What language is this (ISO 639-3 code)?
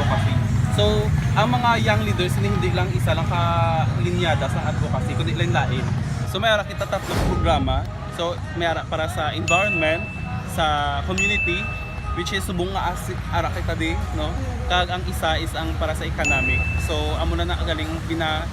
hil